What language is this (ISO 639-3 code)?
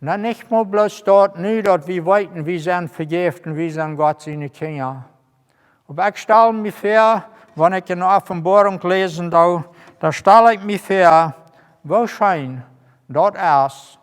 pdt